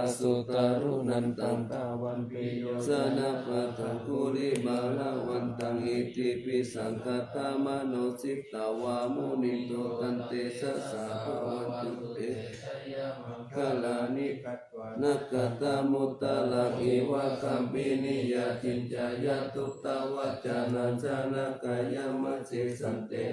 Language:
Pali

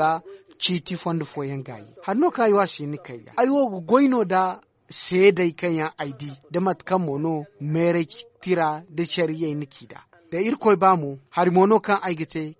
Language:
Zarma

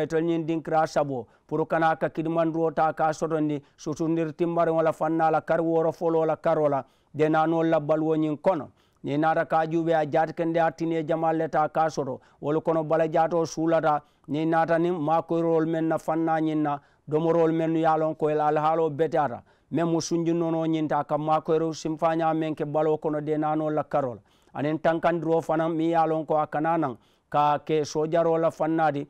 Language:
Mandingo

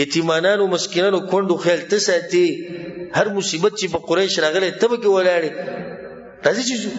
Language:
Pashto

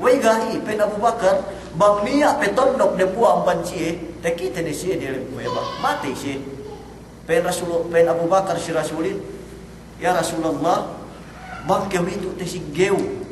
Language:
Yakan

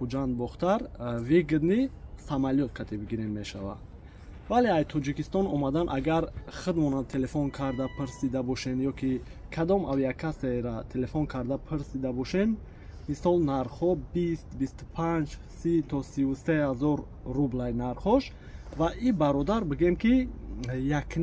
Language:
Tajik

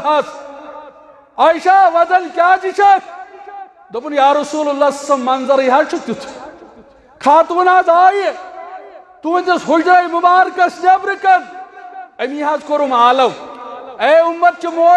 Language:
Kashmiri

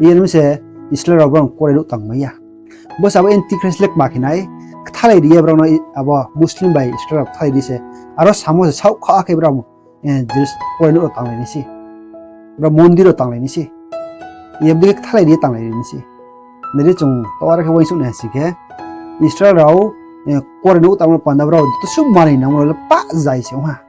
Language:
Riang (India)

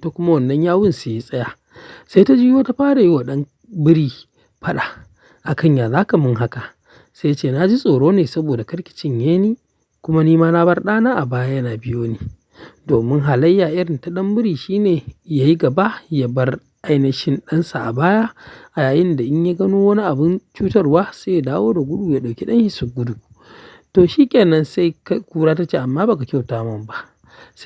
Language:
Hausa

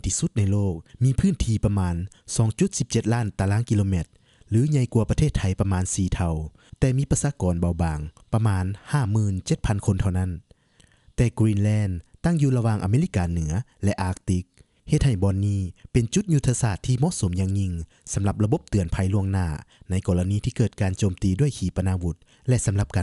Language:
Lao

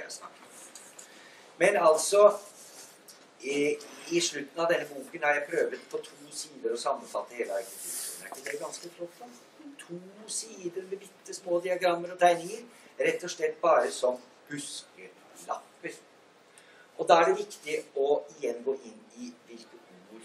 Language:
Norwegian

